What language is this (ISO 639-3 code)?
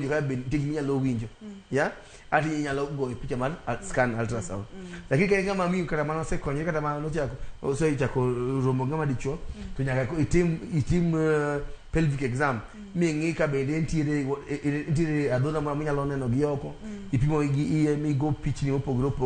luo